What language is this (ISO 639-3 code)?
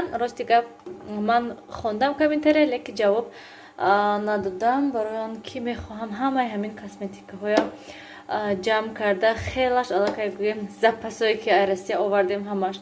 tgk